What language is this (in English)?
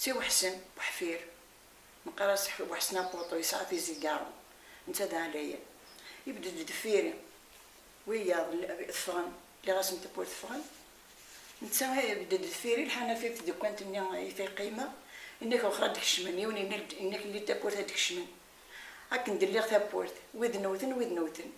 Kabyle